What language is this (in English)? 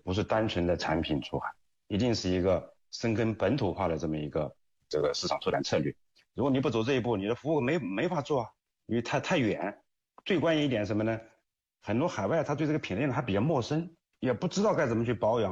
Chinese